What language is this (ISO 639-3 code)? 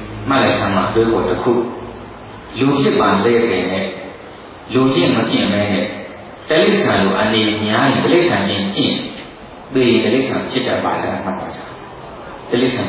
mya